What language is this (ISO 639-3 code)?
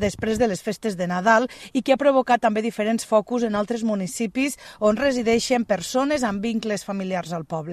cat